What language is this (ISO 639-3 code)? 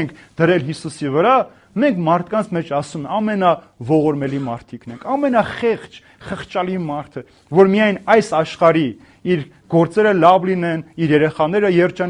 hye